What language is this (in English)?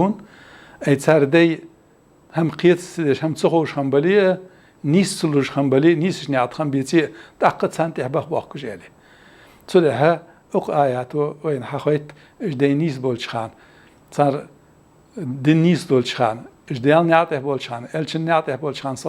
Ingush